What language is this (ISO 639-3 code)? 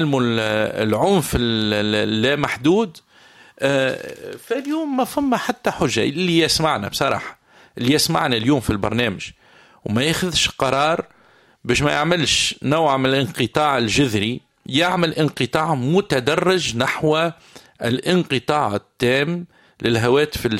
aeb